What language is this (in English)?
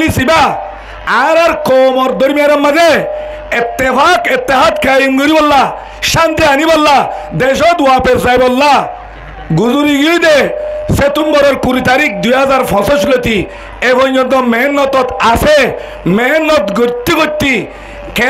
Rohingya